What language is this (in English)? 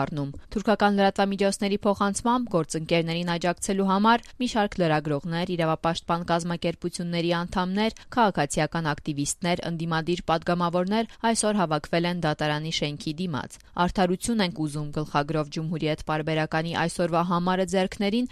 Armenian